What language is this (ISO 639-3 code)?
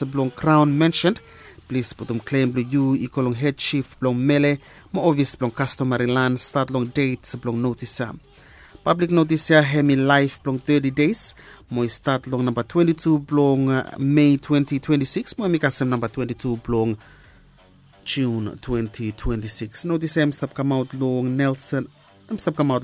bis